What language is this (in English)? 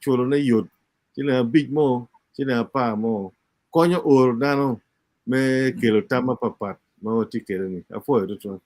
Acoli